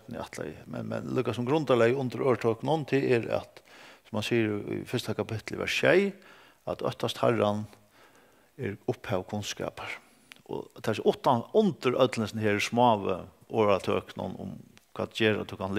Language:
Faroese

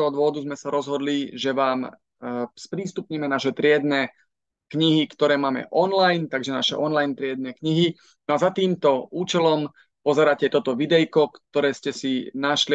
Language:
Slovak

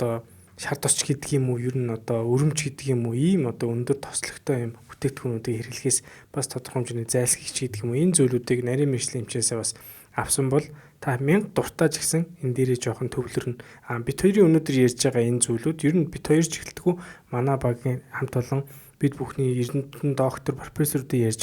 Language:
Mongolian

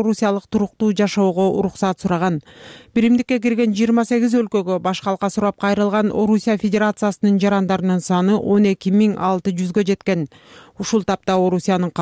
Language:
Kyrgyz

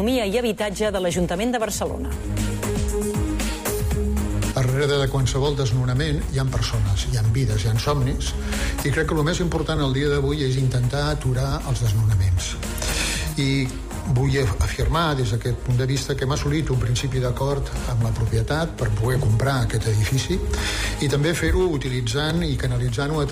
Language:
Catalan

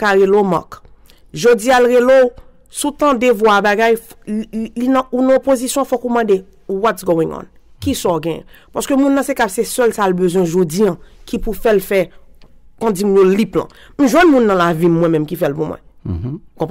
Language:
Haitian Creole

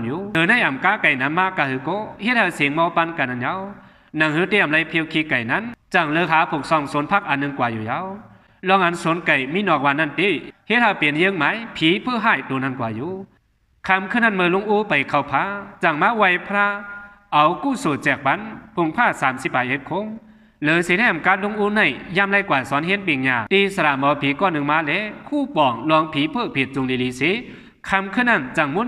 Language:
Shan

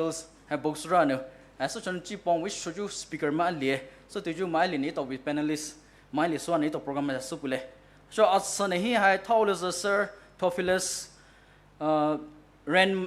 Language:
Poumei Naga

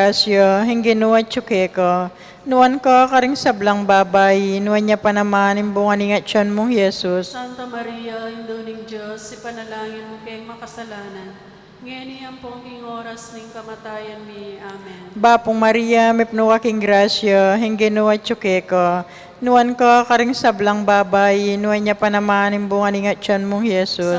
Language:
Pampanga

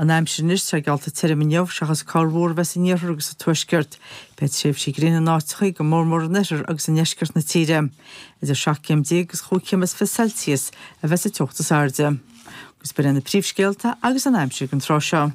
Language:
Irish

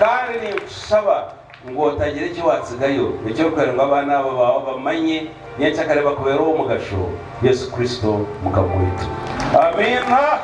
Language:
Nyankole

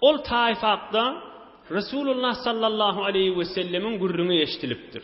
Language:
Turkmen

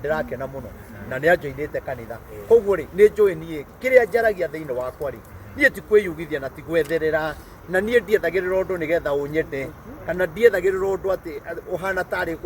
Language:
Kikuyu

